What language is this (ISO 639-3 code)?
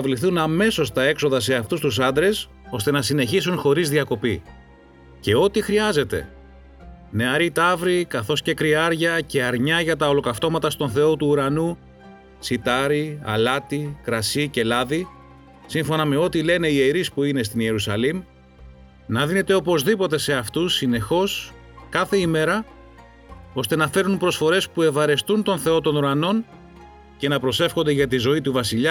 ell